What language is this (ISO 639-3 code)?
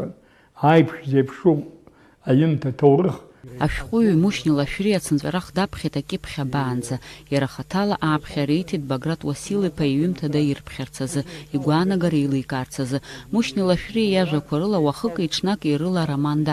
abk